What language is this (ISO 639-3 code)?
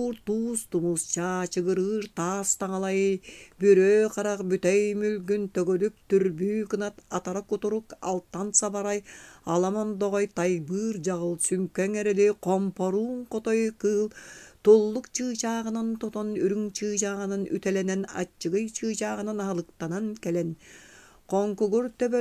sah